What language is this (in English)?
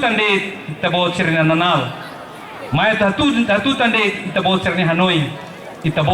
Tetum